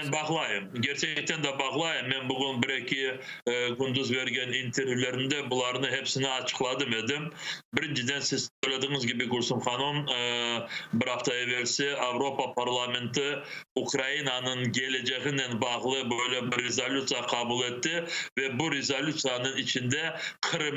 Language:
Crimean Tatar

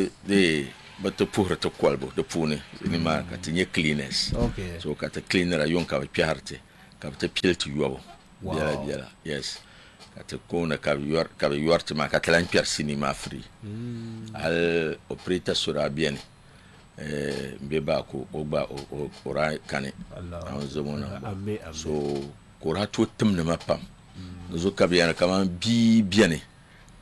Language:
Dagbani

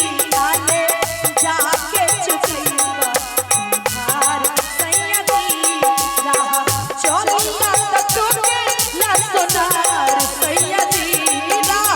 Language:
Maithili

